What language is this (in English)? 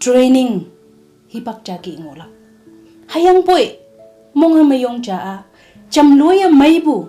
Konyak Naga